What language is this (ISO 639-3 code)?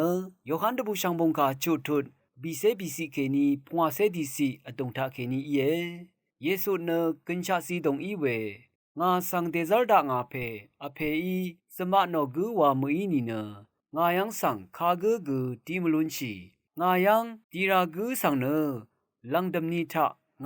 raw